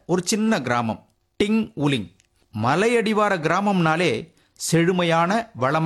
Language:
Tamil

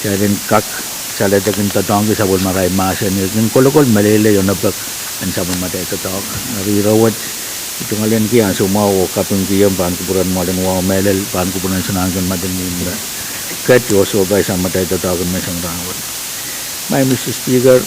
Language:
Pohnpeian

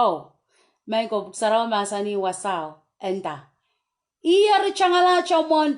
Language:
Pohnpeian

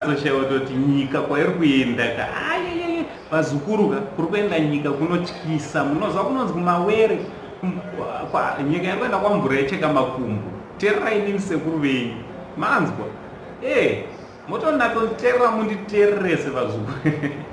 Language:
Shona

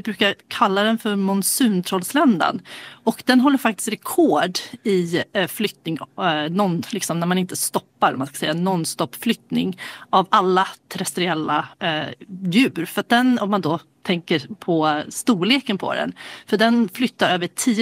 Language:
Swedish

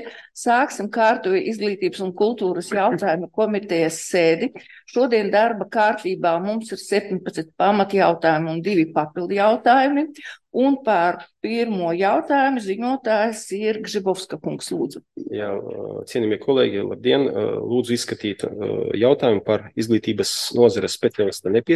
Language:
Latvian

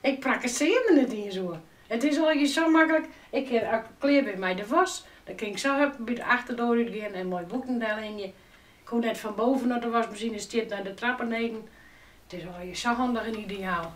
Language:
Western Frisian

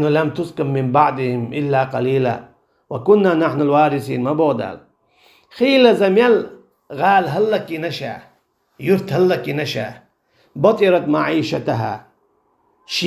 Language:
Chechen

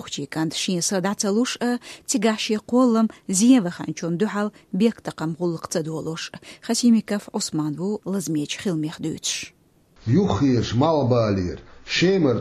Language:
Chechen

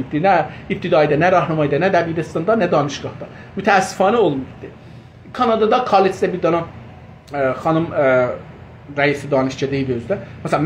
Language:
South Azerbaijani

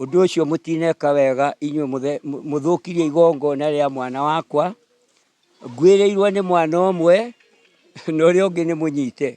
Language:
Kikuyu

